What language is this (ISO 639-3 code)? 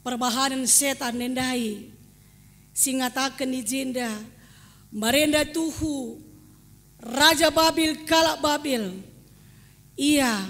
btx